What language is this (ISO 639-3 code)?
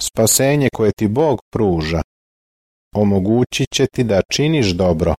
srp